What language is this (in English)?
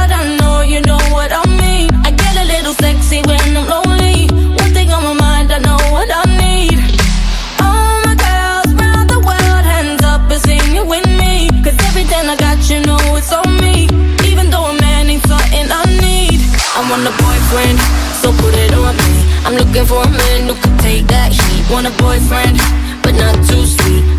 English